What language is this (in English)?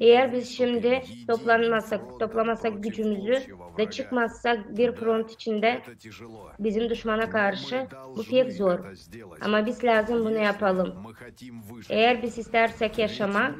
Gagauz